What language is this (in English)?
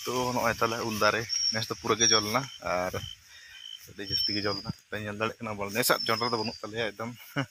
Santali